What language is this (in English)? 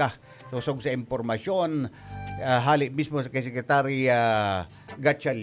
Bikol